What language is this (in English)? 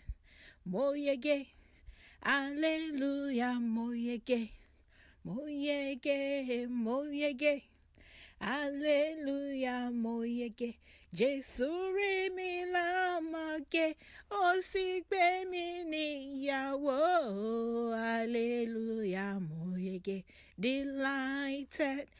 Yoruba